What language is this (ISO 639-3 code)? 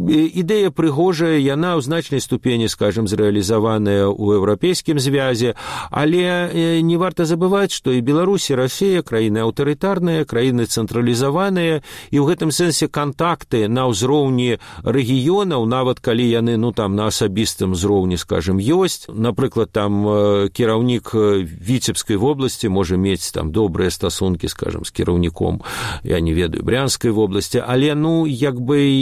bel